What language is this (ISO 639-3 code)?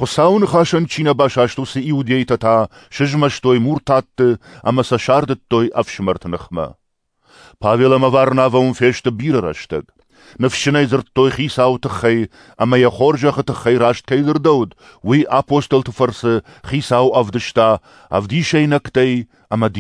oss